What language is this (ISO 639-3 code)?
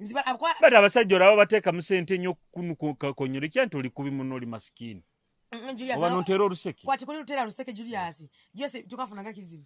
nyo